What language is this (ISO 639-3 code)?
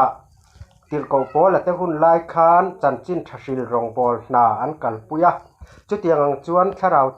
lus